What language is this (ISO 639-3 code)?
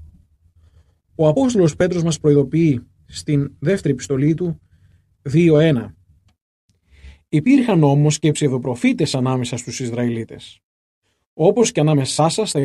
ell